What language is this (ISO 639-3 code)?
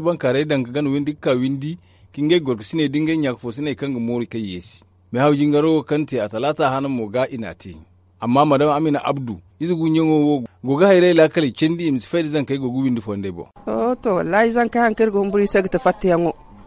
dje